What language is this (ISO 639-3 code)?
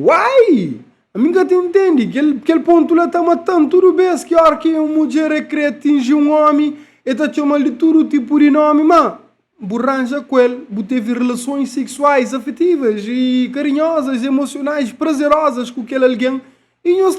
kea